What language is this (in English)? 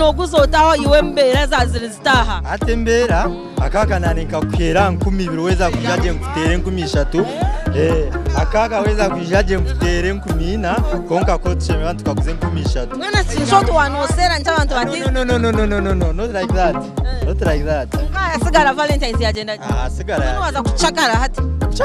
Nyankole